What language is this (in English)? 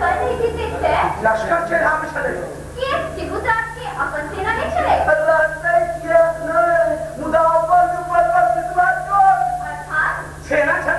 Maithili